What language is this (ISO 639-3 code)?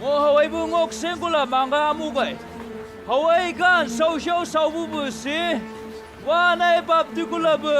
nbc